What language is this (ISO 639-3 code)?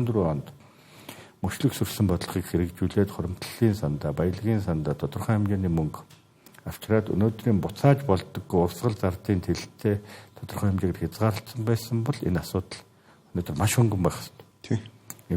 mon